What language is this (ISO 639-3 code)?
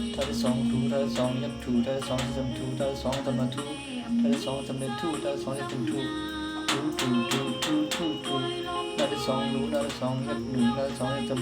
shn